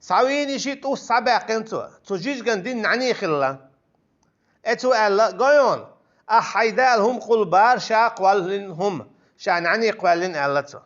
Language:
Chechen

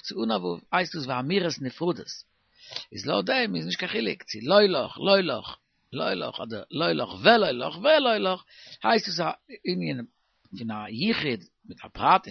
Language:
Yiddish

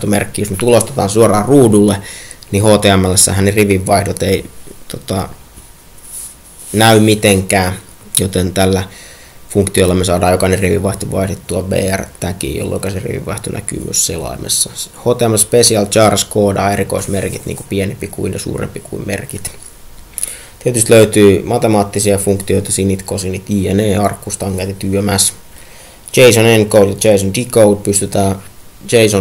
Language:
Finnish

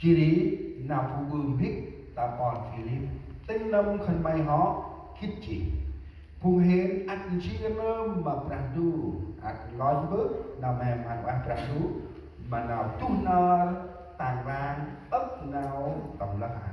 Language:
Central Mnong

